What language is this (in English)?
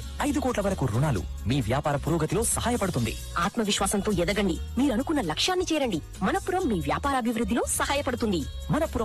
Telugu